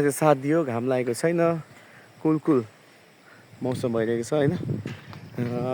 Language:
Nepali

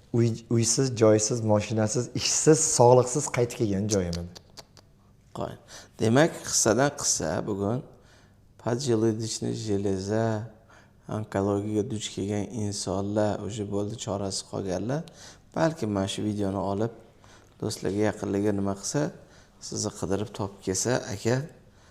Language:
Uzbek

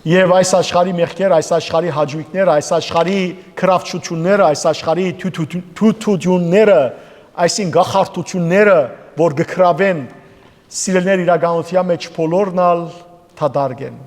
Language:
Western Armenian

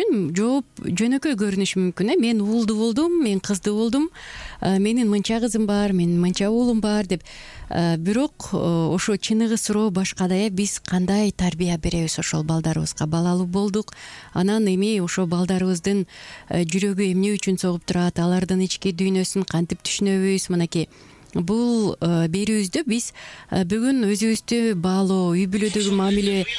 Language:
Kyrgyz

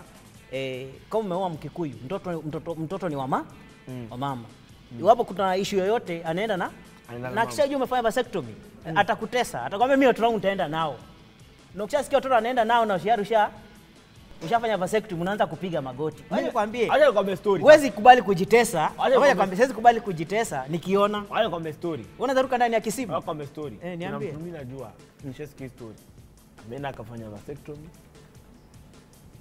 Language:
Swahili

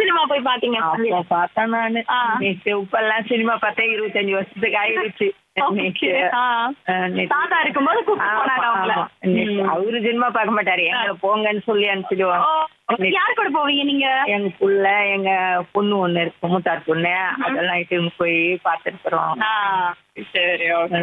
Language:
Tamil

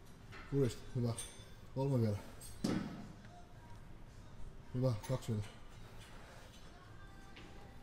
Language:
Finnish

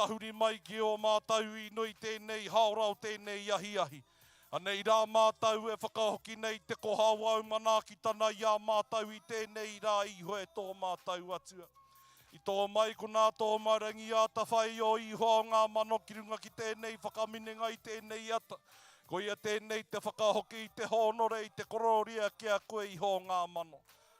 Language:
Māori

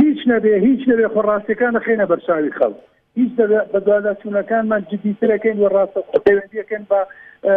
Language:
Central Kurdish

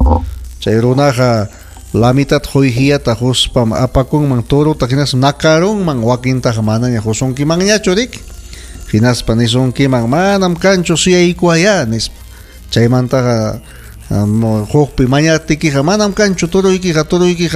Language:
Ayacucho Quechua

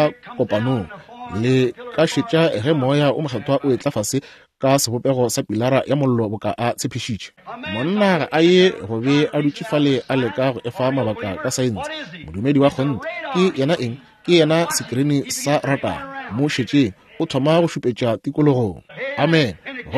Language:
Northern Sotho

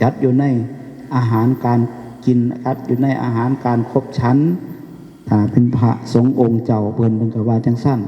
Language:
Northeastern Thai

